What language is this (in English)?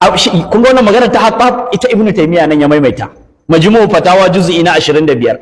Hausa